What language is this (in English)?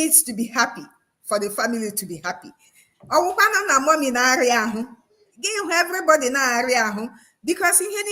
Igbo